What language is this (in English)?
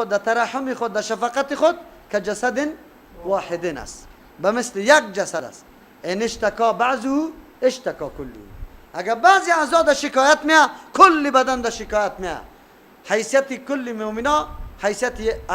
Persian